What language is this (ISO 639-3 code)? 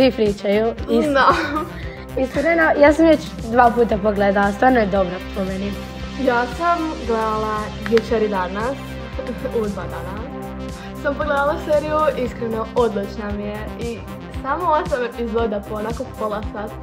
hrv